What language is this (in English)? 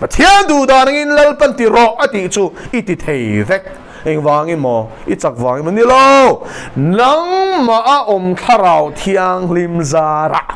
Mizo